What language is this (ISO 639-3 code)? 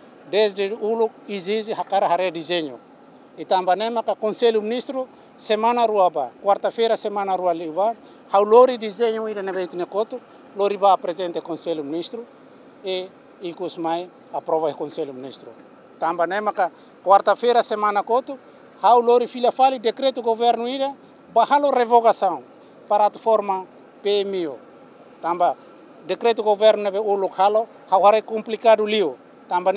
tet